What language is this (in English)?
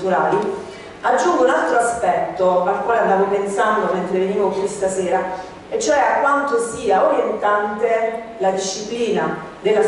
Italian